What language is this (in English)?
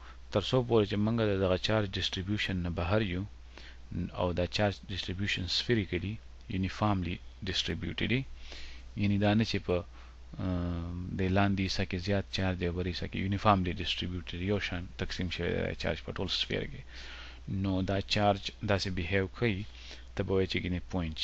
Pashto